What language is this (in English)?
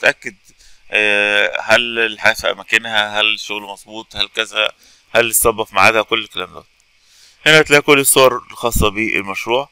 Egyptian Arabic